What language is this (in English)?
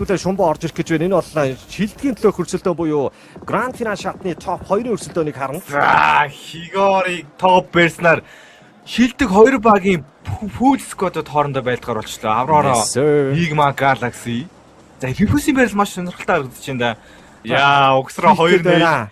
Mongolian